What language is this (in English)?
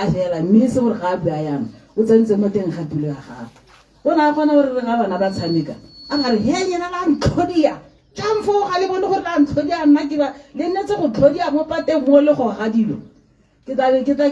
Tswana